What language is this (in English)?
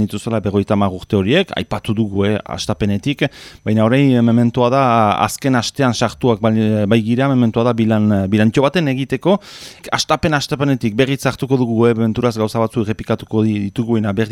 Basque